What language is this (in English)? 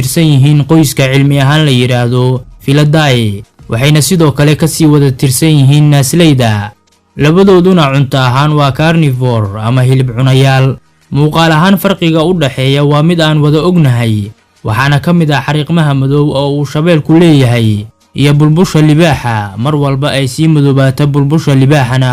Somali